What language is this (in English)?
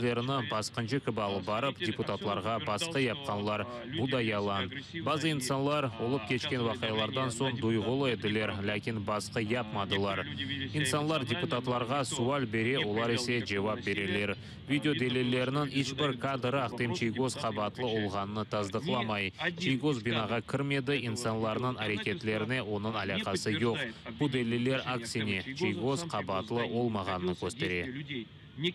Crimean Tatar